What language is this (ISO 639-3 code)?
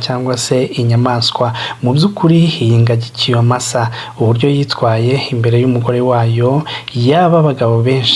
kin